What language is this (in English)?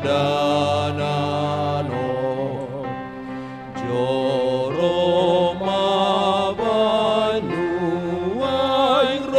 Batak Toba